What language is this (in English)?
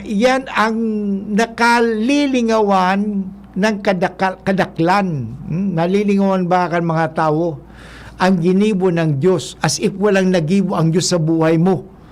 Bikol